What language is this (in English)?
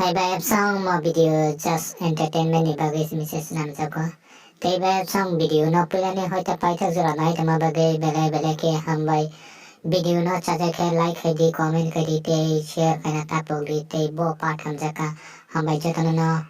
Kok Borok